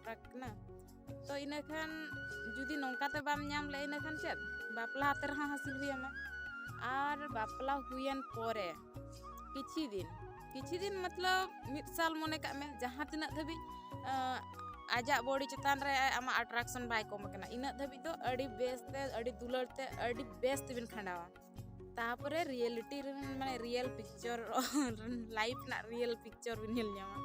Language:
Santali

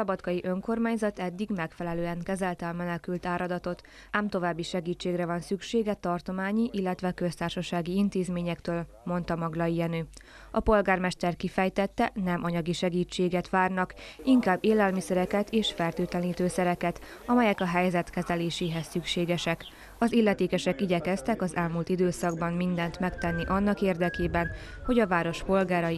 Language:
Hungarian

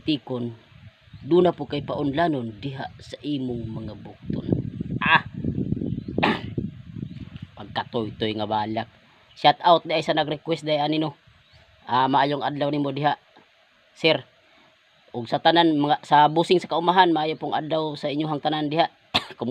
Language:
Cebuano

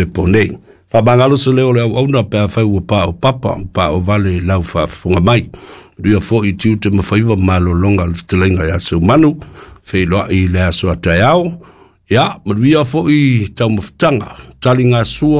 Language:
Samoan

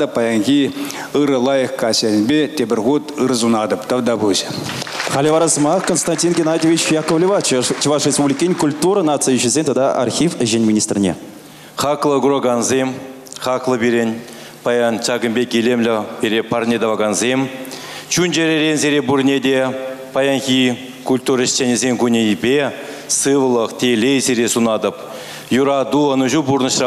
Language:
Chuvash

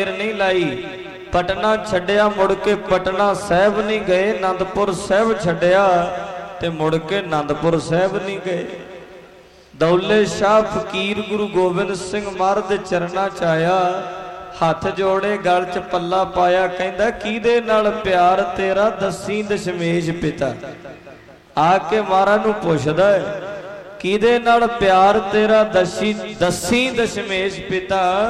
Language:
Punjabi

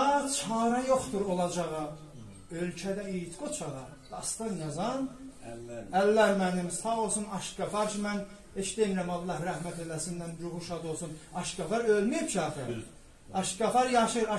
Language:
South Azerbaijani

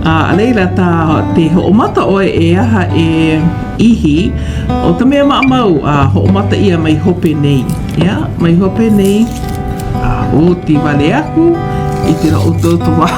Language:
Hawaiian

